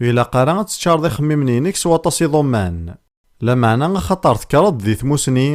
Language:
Kabyle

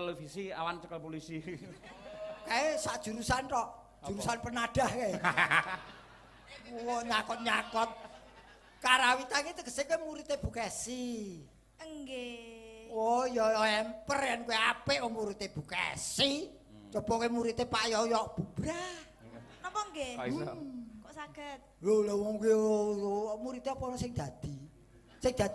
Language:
Javanese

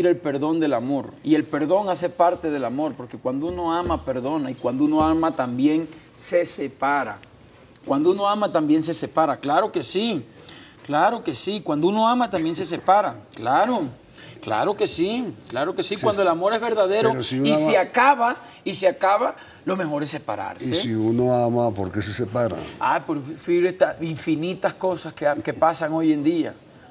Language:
Spanish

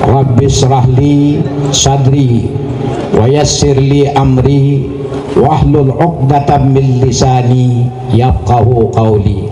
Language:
Sasak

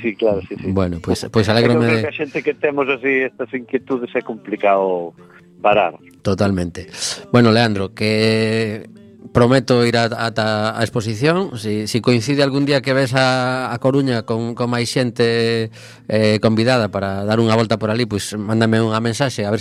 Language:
Galician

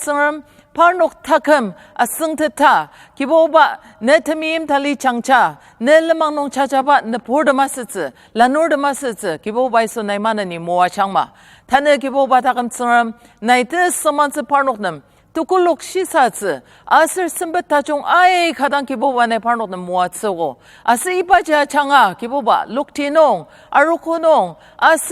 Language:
Ao Naga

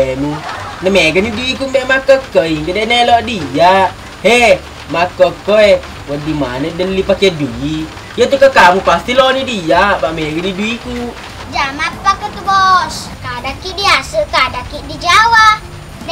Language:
Buginese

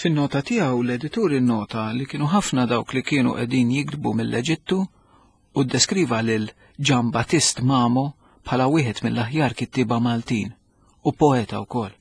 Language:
Maltese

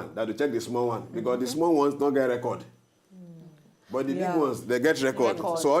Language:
Nigerian Pidgin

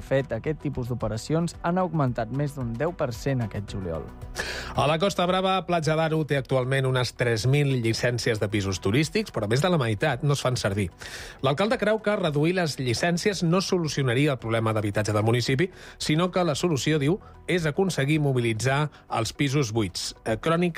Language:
Catalan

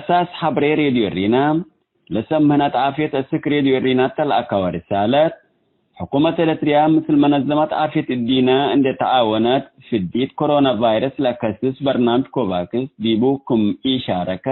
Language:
Tigre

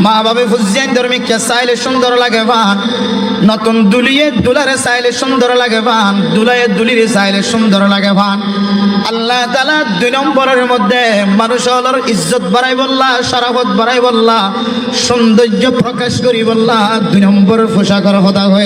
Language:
Rohingya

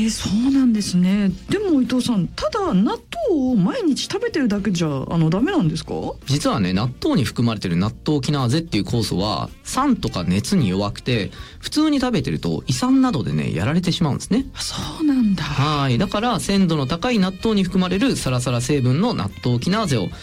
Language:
Japanese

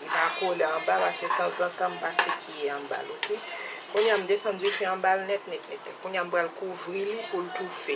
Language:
Haitian Creole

